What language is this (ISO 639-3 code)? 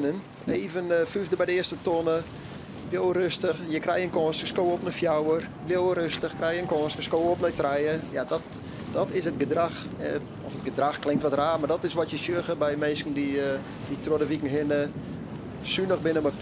fry